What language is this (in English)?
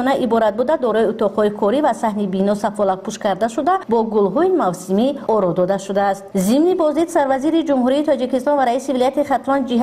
Tajik